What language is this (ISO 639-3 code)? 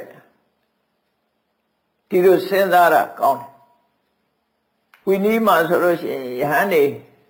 mya